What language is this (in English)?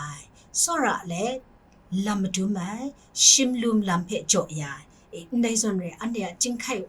Kachin